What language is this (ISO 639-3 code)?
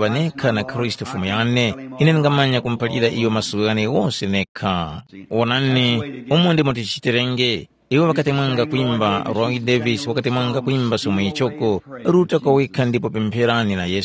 tum